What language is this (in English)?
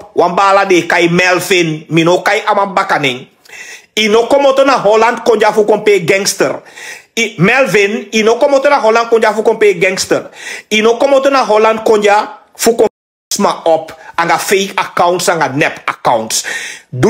Sranan Tongo